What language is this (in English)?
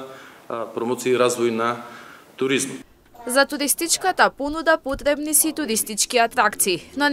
Macedonian